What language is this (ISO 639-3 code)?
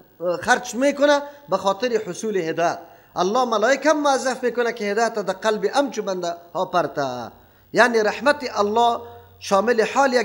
fas